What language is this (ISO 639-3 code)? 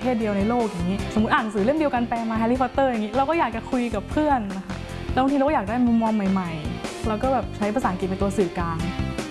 tha